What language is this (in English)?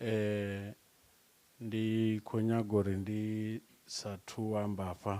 Venda